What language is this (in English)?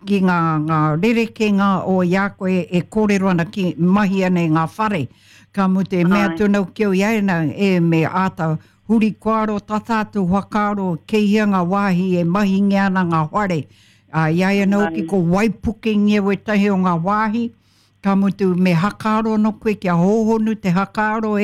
Māori